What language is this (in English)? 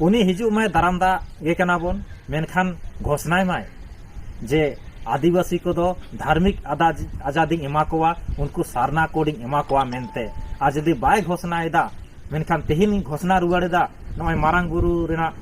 Santali